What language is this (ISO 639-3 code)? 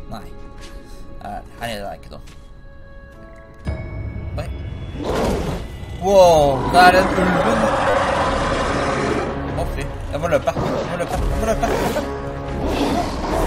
nor